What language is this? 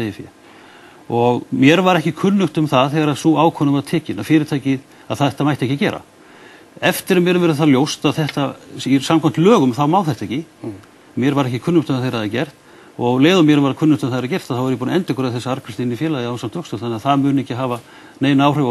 Icelandic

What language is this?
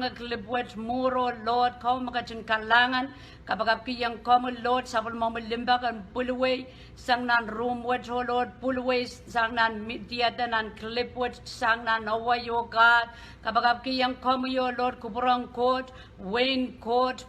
Pohnpeian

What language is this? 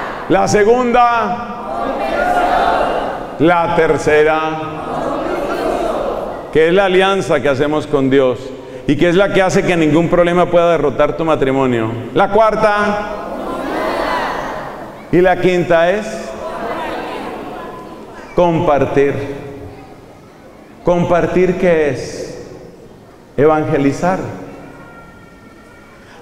Spanish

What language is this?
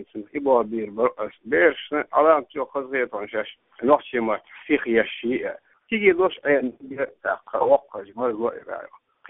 Chechen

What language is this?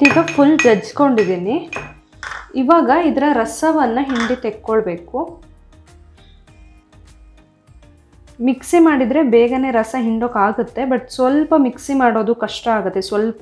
Kannada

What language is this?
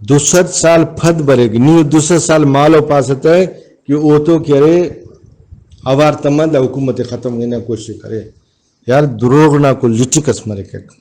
Brahui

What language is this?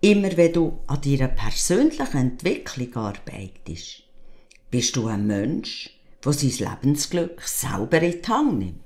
Swiss German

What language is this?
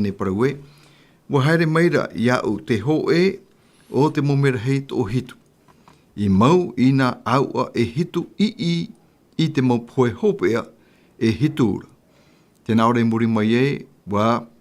Tahitian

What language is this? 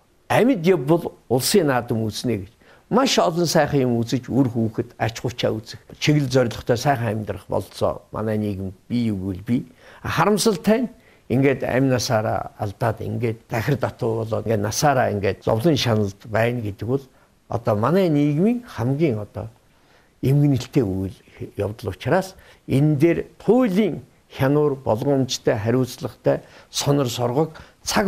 Mongolian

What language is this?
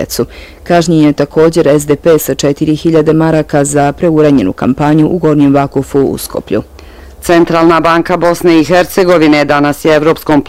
Bosnian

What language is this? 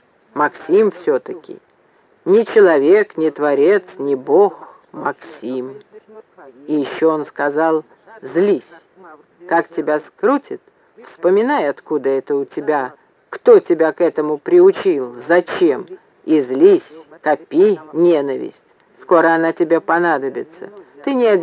Russian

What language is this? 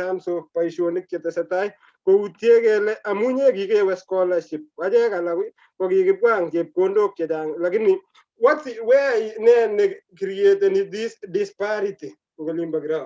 Kalenjin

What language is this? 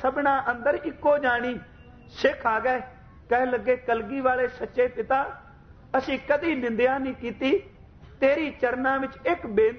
Punjabi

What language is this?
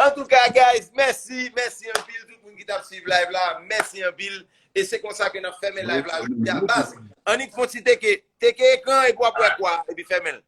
Haitian Creole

